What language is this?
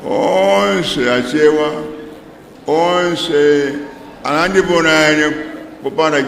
Nyanja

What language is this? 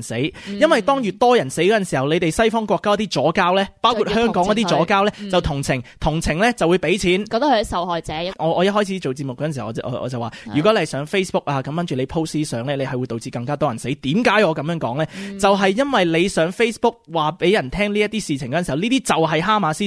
Cantonese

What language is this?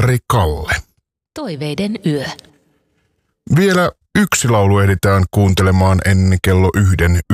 Finnish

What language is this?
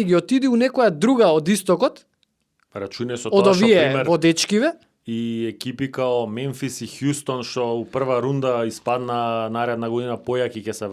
Macedonian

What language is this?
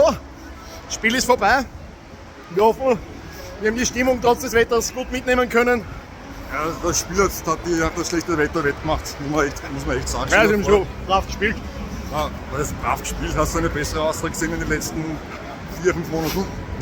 Bavarian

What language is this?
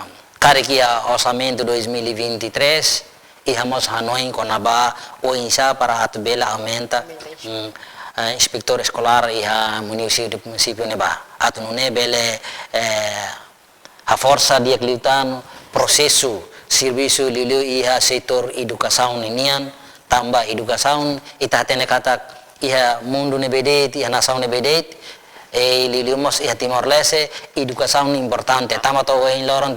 Tetum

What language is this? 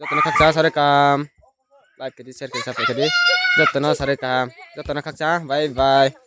Riang (India)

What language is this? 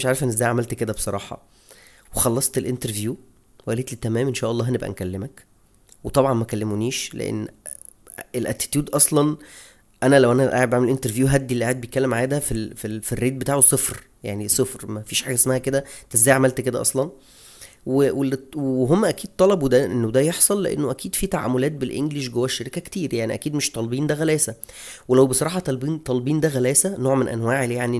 Egyptian Arabic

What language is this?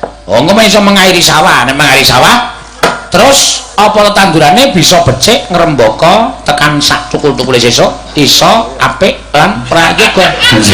Javanese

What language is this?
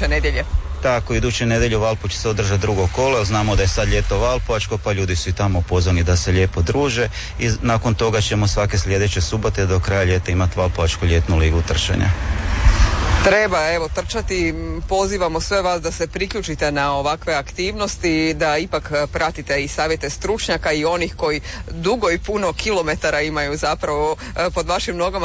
Croatian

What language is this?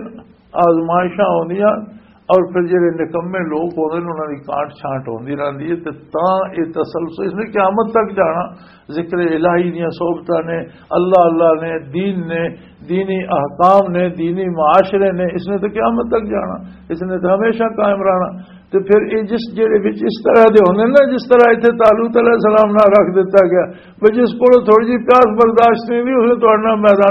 Western Panjabi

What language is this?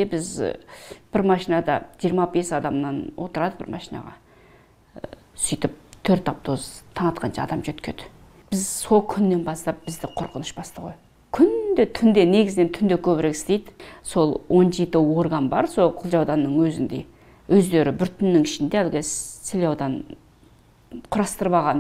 Kazakh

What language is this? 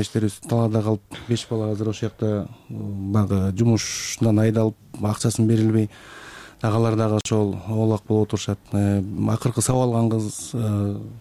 Kyrgyz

